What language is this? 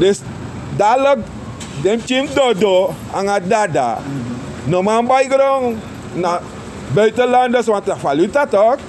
Sranan Tongo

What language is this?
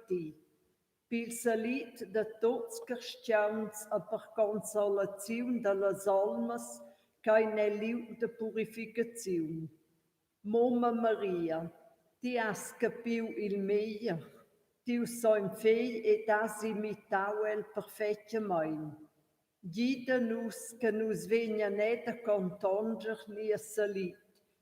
Romansh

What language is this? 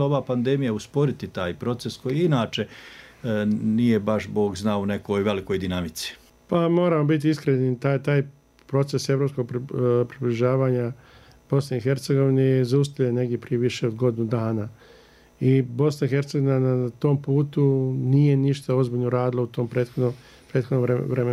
Bosnian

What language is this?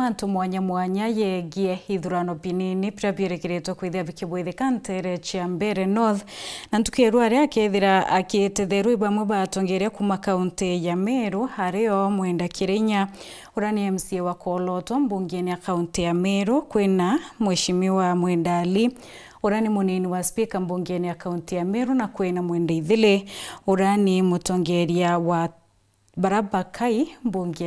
Meru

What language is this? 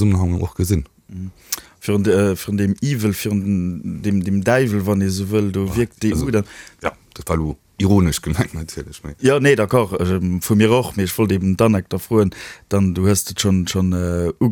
Luxembourgish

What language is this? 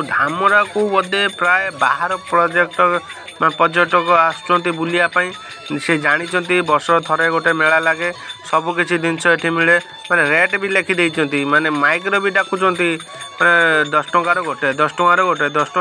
Odia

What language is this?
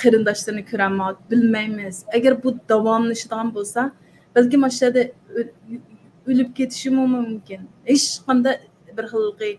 Uyghur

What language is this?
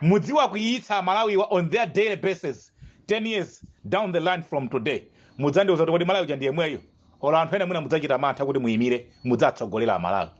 Nyanja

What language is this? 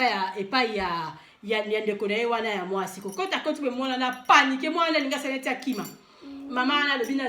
Lingala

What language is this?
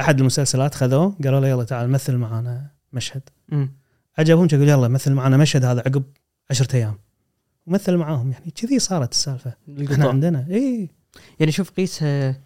Gulf Arabic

